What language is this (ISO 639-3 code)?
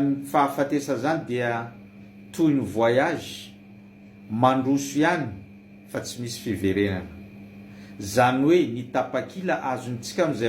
mlg